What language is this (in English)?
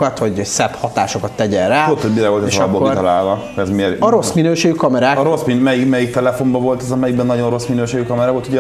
Hungarian